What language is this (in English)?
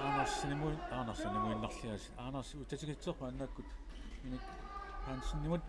Kalaallisut